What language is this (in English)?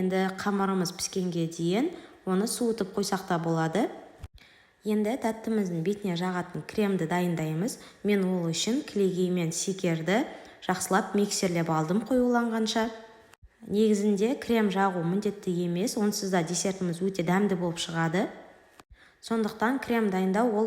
Kazakh